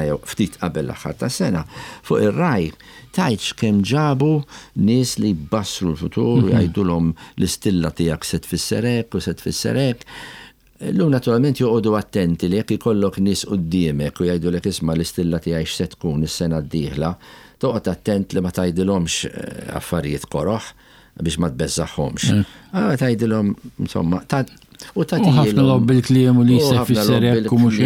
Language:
Maltese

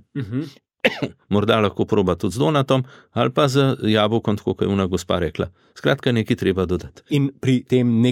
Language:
Slovenian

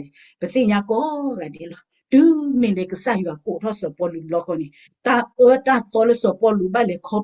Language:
S'gaw Karen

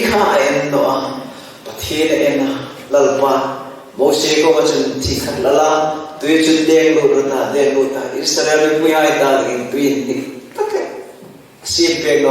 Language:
Hmar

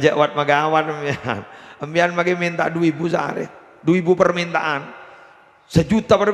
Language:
Madurese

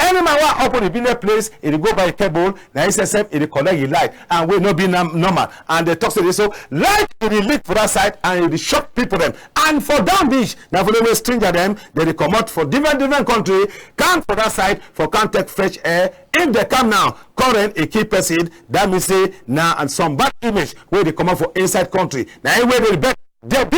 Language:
Cameroon Pidgin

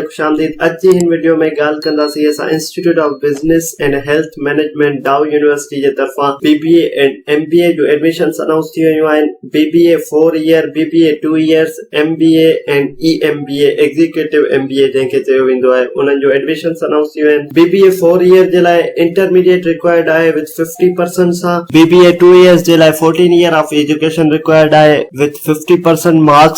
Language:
Sindhi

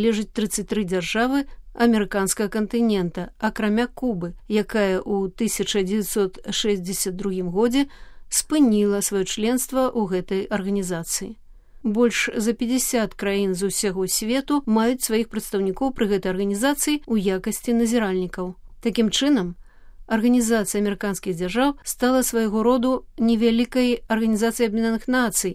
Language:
Belarusian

